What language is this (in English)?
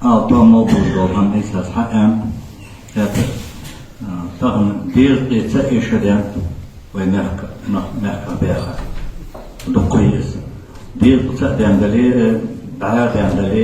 Ingush